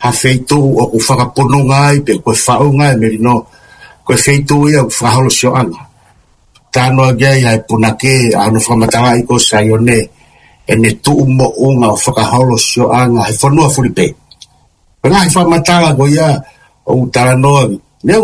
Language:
Tongan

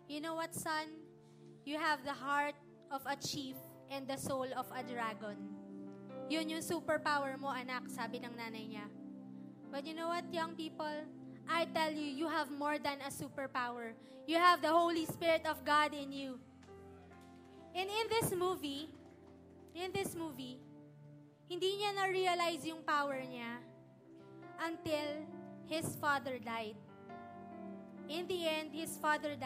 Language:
Filipino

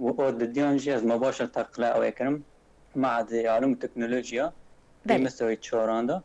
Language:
Kurdish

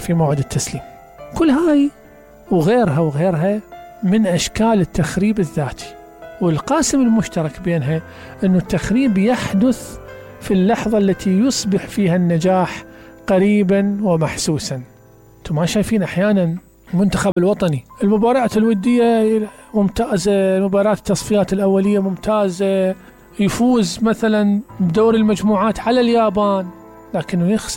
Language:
Mesopotamian Arabic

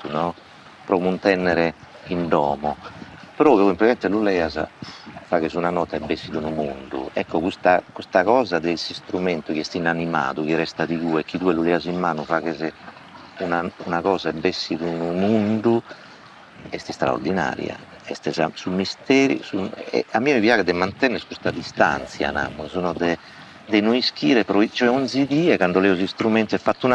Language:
Sardinian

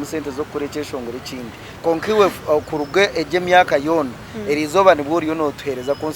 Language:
Nyankole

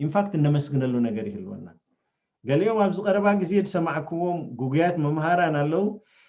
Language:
Tigrinya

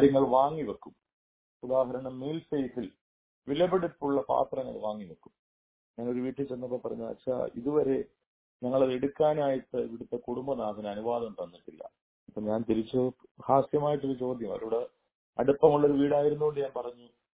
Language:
Malayalam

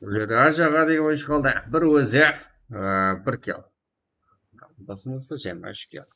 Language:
Kara-Kalpak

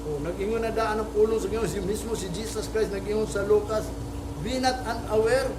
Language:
Cebuano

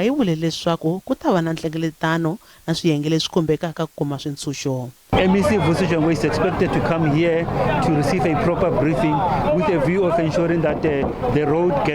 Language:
Tsonga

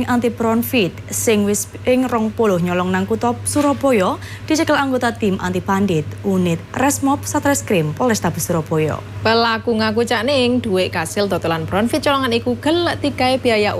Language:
Javanese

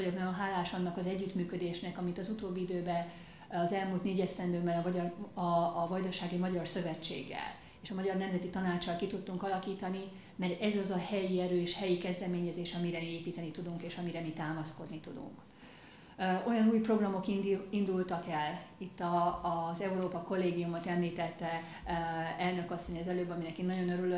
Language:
Hungarian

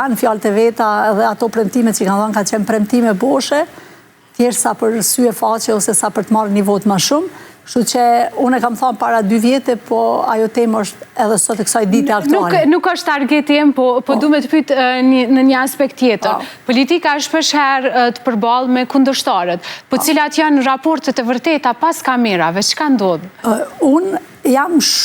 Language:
Albanian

